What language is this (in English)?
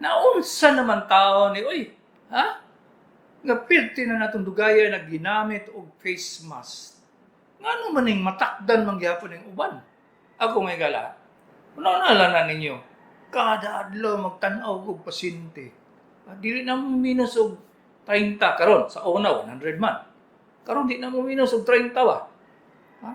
Cebuano